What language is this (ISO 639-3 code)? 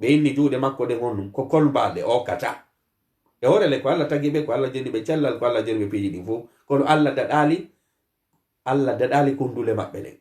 ful